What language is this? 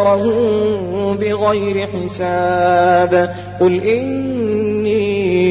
Arabic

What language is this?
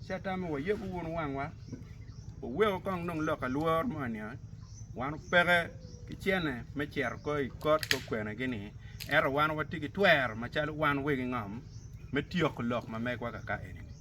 Acoli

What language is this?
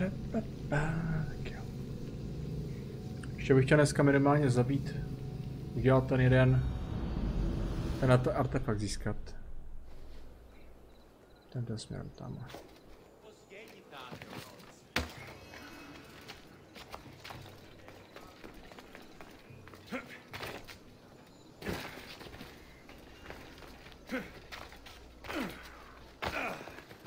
Czech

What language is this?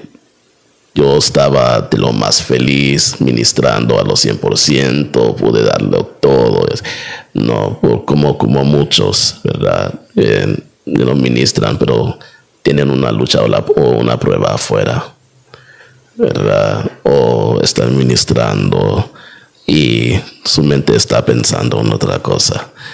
Spanish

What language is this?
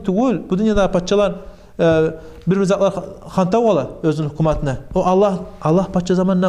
Kumyk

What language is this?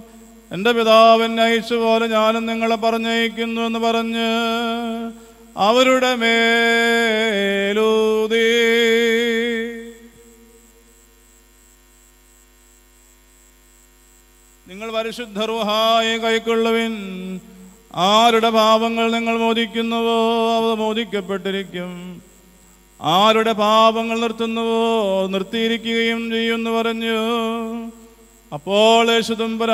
Malayalam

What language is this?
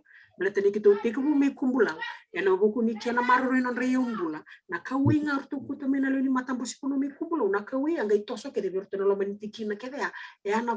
Fijian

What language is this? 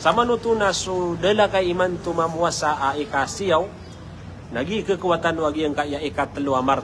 Maranao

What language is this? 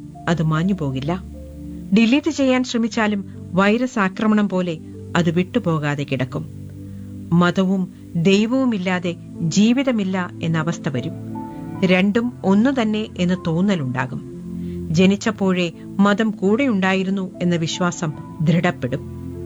Malayalam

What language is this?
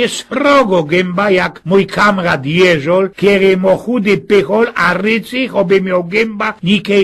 Silesian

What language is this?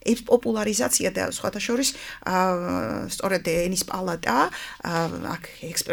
Georgian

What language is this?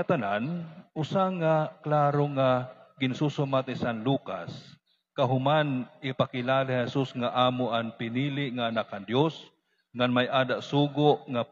Waray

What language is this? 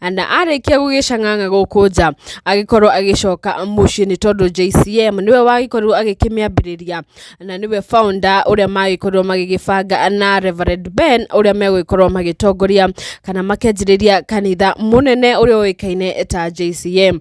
Kikuyu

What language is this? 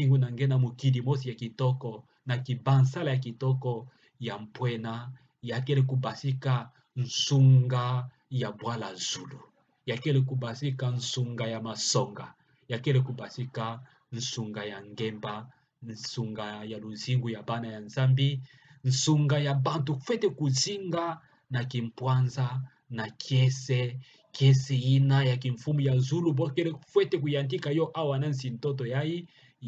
Kituba (Democratic Republic of Congo)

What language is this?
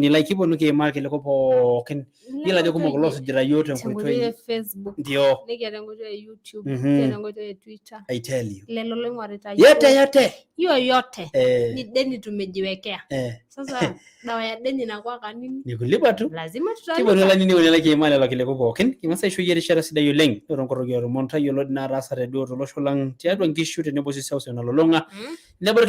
Masai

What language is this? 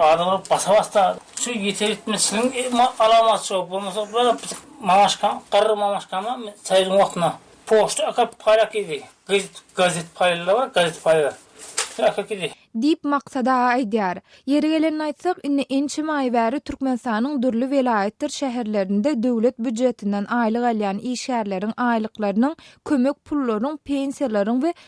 Turkmen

